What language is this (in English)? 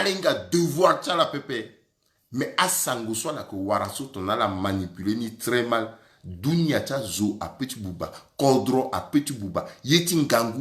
Sango